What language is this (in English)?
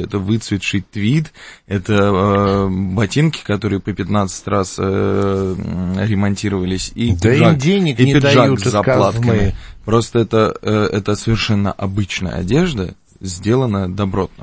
Russian